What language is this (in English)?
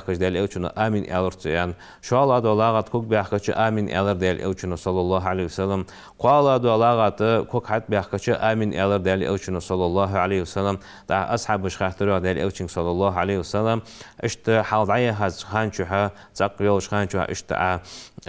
Ingush